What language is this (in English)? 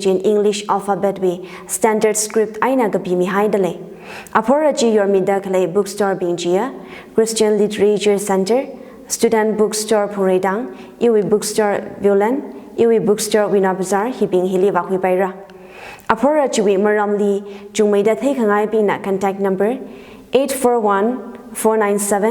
Tangkhul Naga (India)